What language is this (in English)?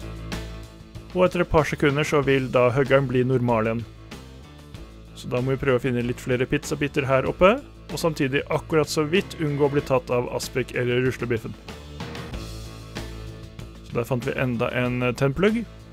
Norwegian